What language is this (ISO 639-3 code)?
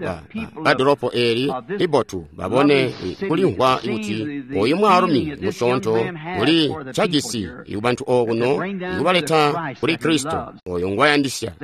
toi